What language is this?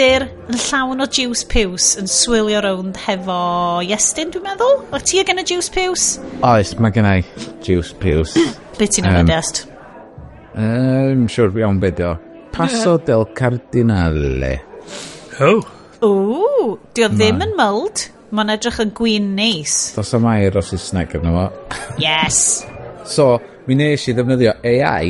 Welsh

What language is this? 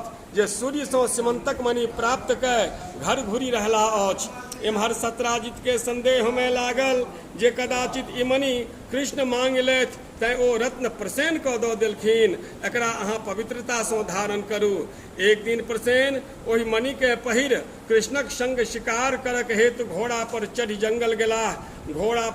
Maithili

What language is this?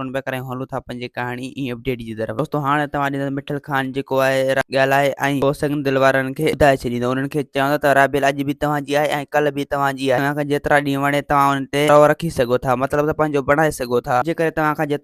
Sindhi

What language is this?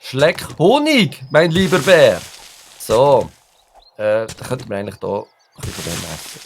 Swiss German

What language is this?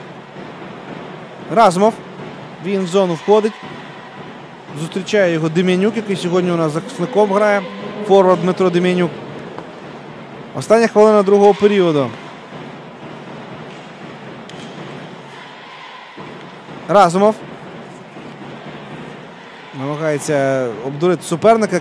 Ukrainian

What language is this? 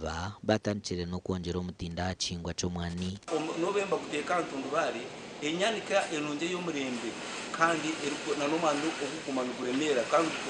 Nyankole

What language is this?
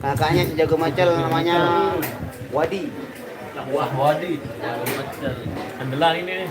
Sasak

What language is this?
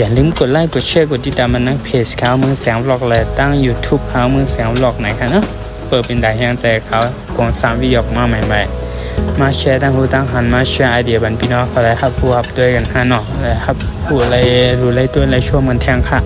Shan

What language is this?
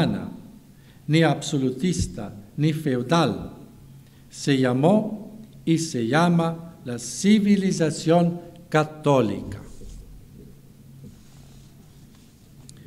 Spanish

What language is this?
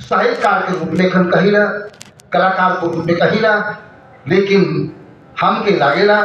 Sadri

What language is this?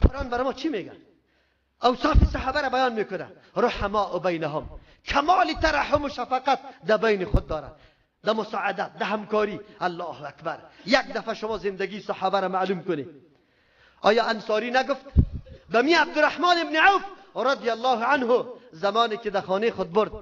Persian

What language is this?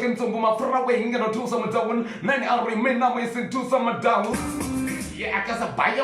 Venda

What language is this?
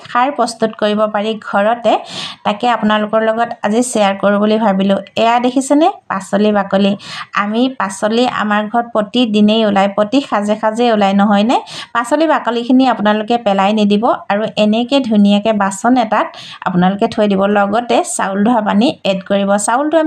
Assamese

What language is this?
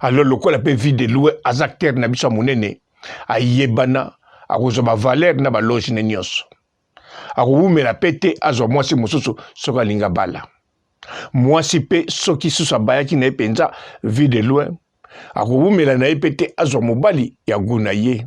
Lingala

